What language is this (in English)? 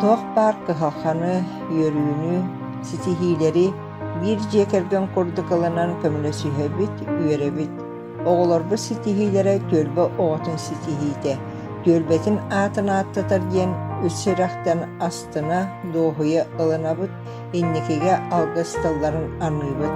Yakut